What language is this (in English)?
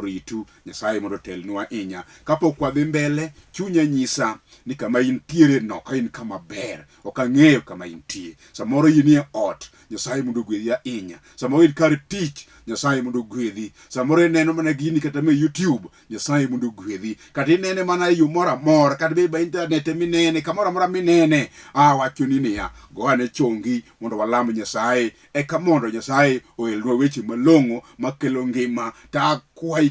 Luo (Kenya and Tanzania)